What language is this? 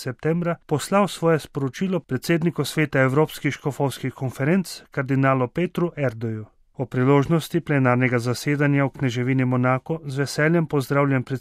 Slovenian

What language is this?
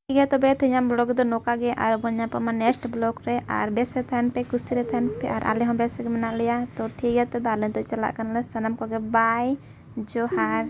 Santali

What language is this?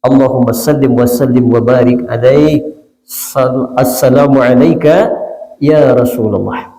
Minangkabau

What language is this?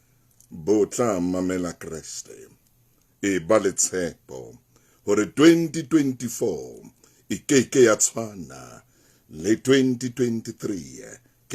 Southern Sotho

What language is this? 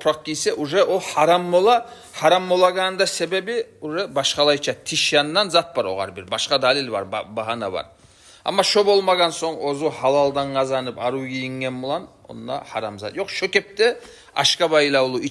Kumyk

